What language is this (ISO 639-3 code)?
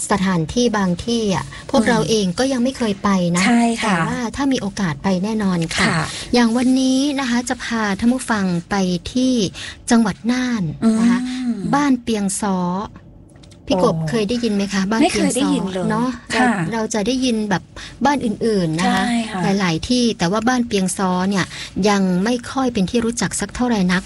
tha